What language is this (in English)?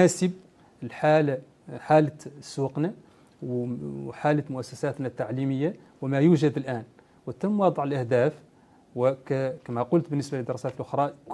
Arabic